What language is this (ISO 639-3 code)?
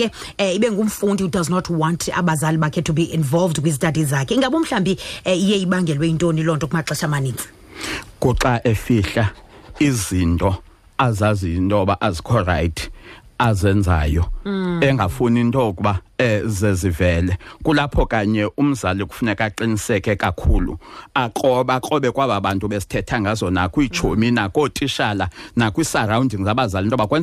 xho